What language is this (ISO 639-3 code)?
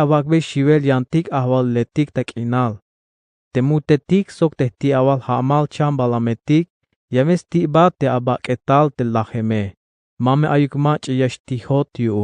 tzh